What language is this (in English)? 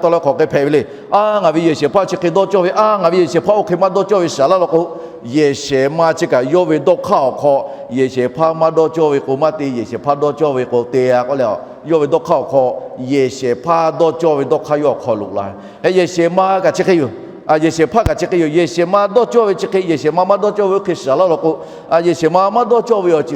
Lahu